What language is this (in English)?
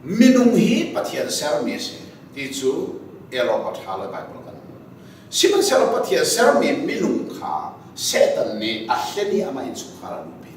Hakha Chin